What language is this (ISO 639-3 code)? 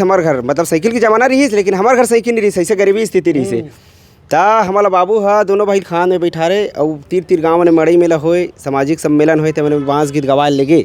hne